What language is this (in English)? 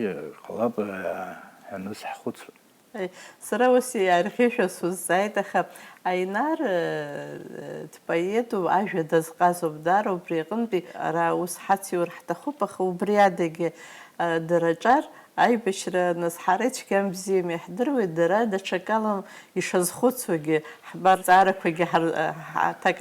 Abkhazian